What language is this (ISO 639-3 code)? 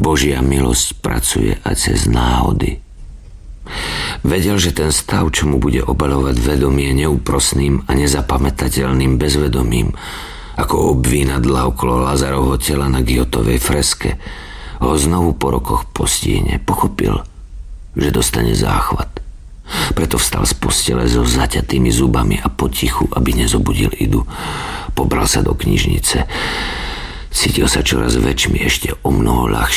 slk